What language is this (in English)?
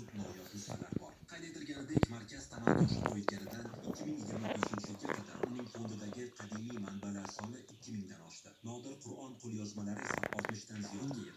Uzbek